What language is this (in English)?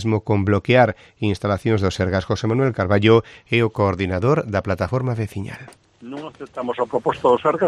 Galician